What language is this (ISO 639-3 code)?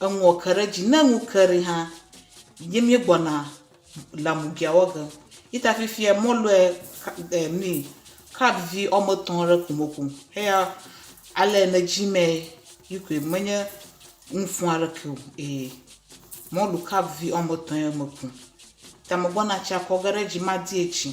ewe